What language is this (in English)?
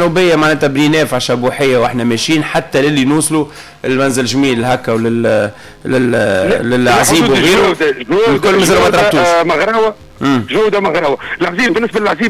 Tunisian Arabic